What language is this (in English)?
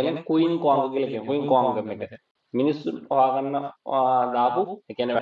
Sinhala